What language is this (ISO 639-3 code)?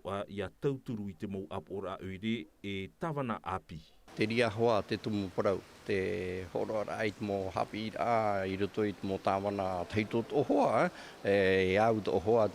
tah